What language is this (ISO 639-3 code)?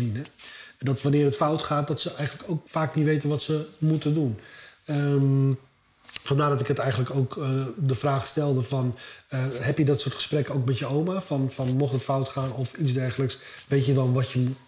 nld